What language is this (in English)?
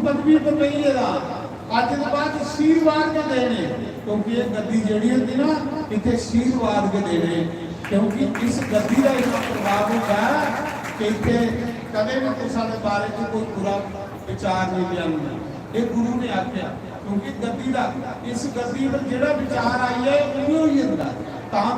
Dogri